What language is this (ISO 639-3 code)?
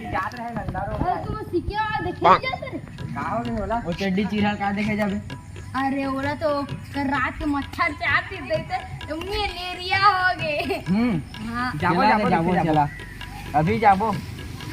hne